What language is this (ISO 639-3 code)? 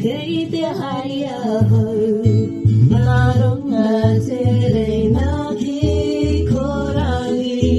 mri